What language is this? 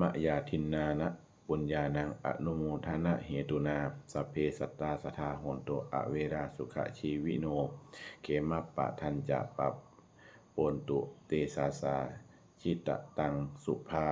Pali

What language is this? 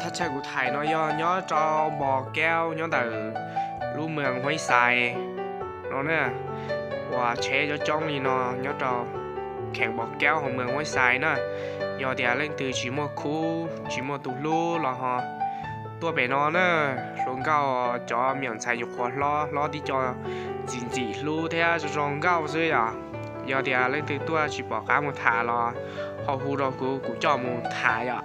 Hmong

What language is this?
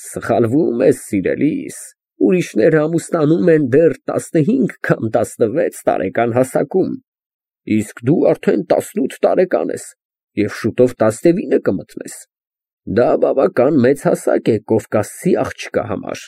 Armenian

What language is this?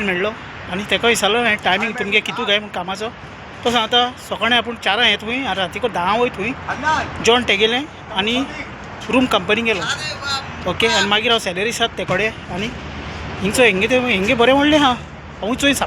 Konkani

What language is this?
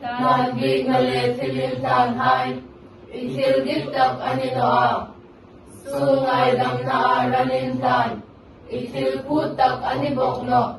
Hmar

